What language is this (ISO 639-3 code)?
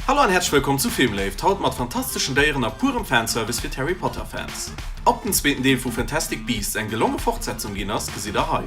ltz